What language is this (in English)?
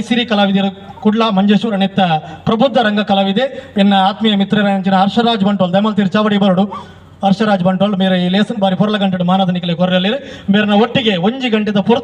Tulu